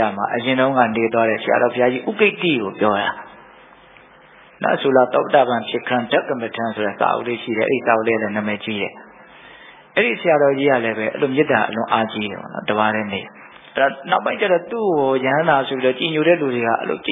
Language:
Burmese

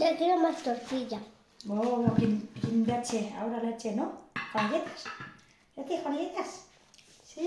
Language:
Northeastern Thai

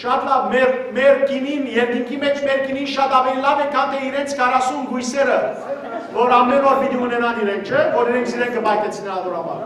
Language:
Western Armenian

